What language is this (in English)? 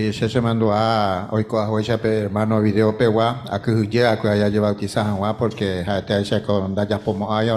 Guarani